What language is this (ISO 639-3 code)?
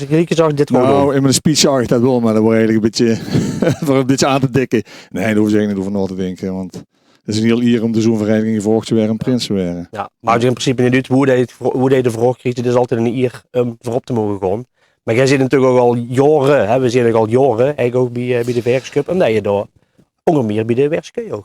lim